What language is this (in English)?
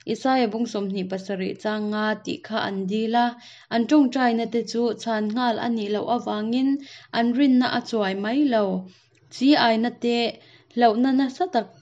Hakha Chin